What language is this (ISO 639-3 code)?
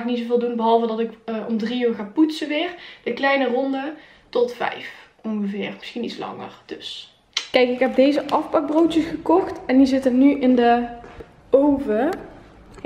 nld